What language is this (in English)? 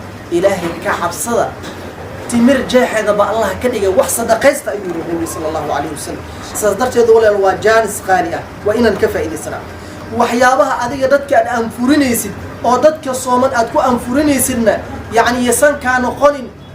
Somali